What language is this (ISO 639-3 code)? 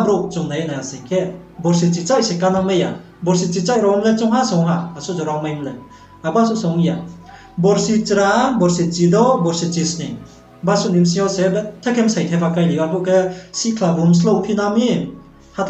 ria